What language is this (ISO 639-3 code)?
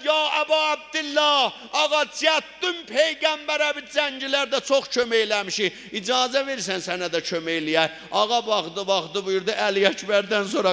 azb